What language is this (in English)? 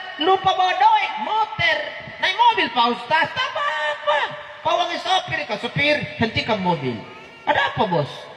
Makasar